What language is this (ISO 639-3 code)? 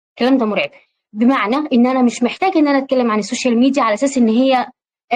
arz